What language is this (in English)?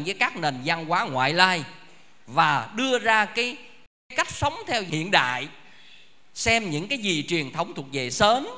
Vietnamese